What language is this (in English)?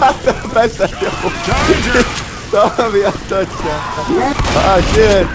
Faroese